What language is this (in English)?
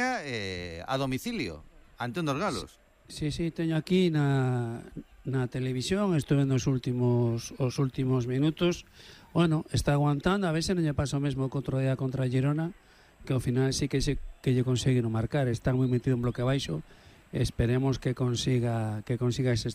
Galician